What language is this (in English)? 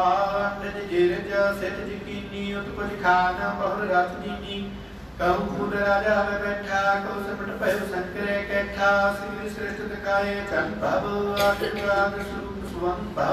Punjabi